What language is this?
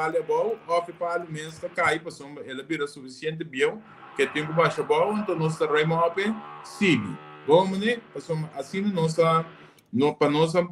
Papiamento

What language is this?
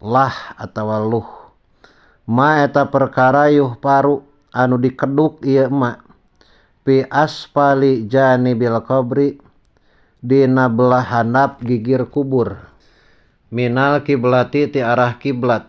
Sundanese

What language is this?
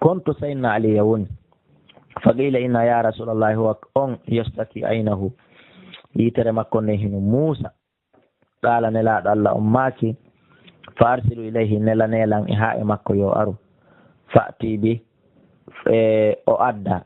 Fula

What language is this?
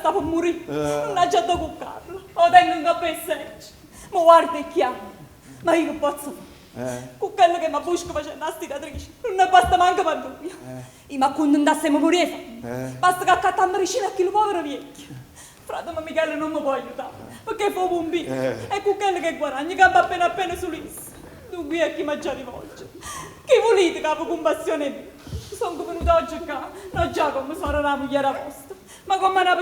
Neapolitan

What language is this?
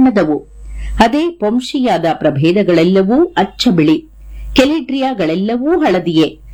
Kannada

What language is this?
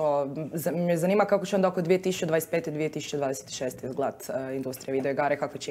Croatian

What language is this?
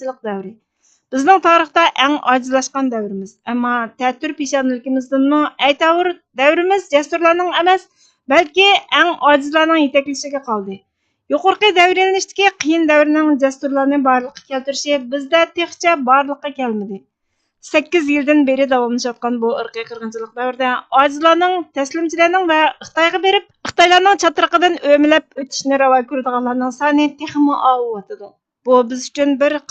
Uyghur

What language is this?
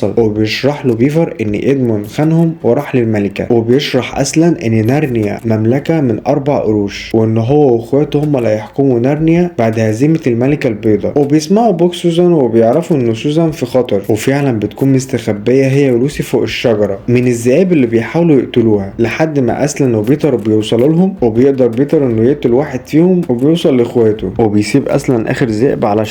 Egyptian Arabic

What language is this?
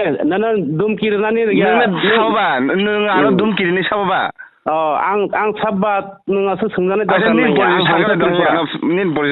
Kok Borok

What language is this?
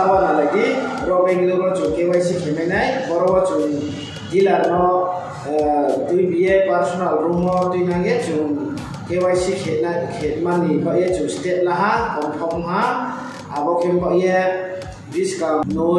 Riang (India)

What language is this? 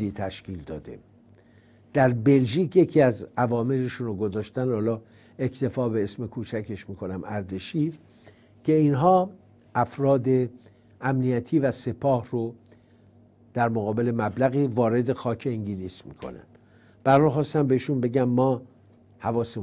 Persian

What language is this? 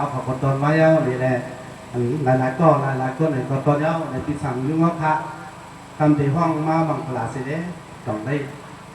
Shan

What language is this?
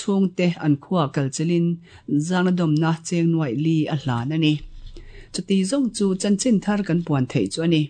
Mizo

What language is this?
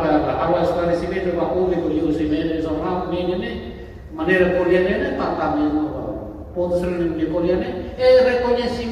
Tetum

